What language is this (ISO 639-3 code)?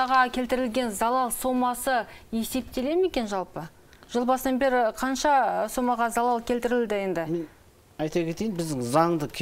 kaz